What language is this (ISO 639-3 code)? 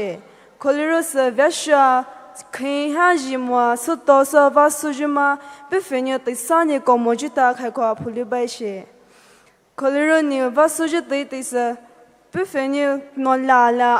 pmx